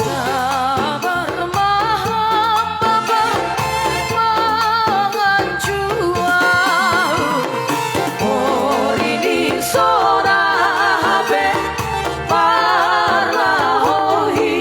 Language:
Batak Simalungun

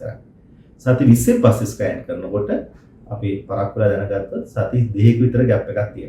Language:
Sinhala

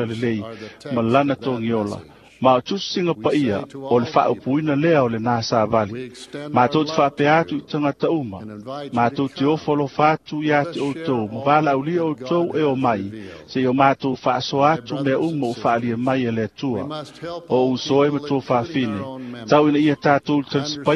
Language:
Samoan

